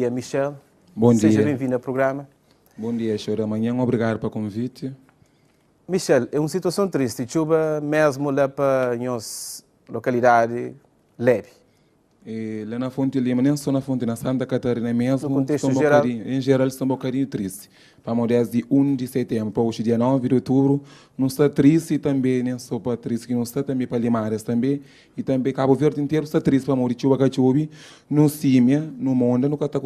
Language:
Kabuverdianu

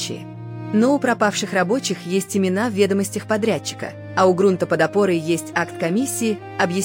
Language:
Russian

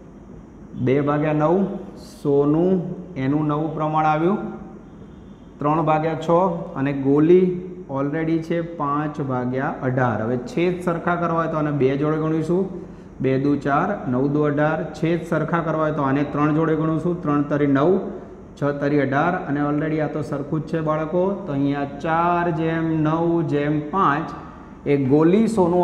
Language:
Gujarati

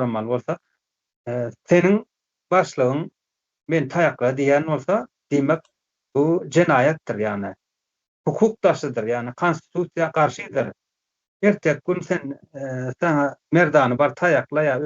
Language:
Turkmen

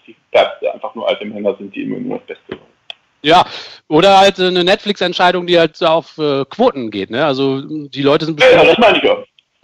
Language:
German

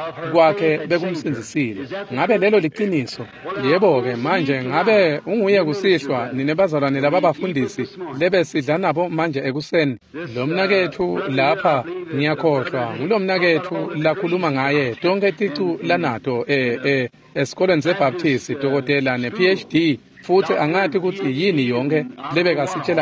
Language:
Swati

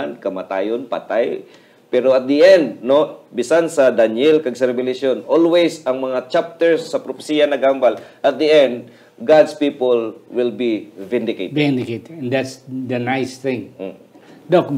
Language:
Hiligaynon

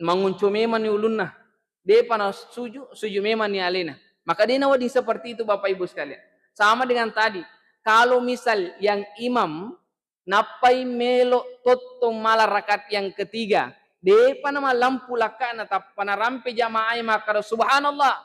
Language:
Buginese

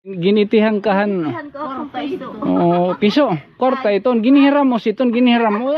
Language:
Waray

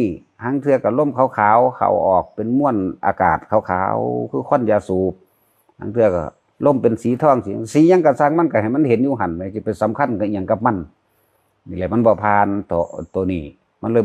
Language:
Northeastern Thai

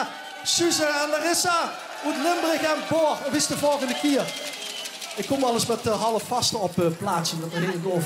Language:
Limburgish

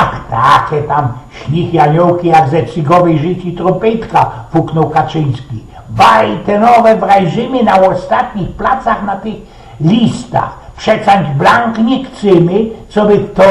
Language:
Silesian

